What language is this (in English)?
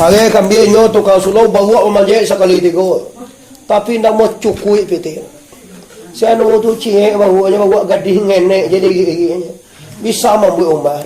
Minangkabau